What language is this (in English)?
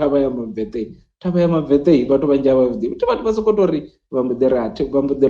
Venda